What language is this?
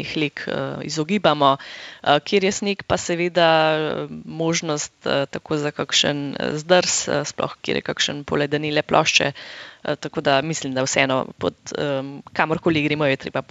Slovenian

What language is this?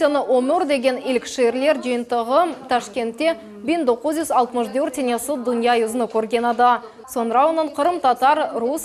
Crimean Tatar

